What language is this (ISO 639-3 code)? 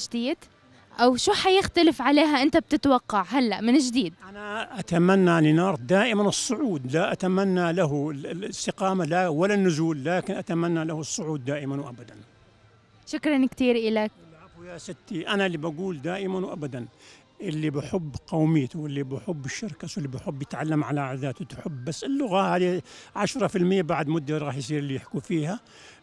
apc